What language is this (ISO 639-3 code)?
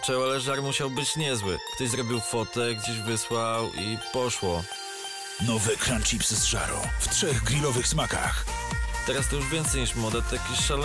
pol